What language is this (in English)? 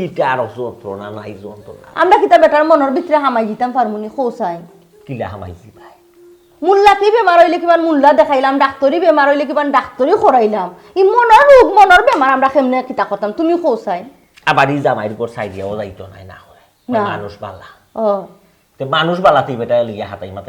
Sylheti